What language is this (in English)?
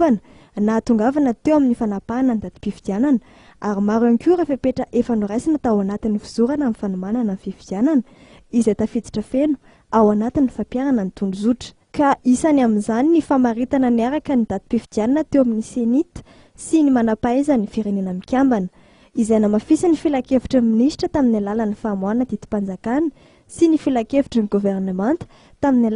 Malagasy